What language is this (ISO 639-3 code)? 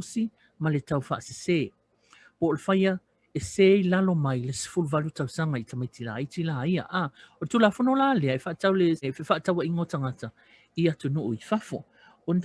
smo